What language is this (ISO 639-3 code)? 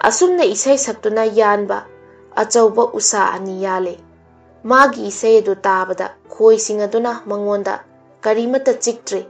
mni